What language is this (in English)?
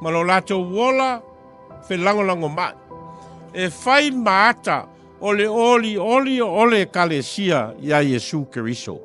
Samoan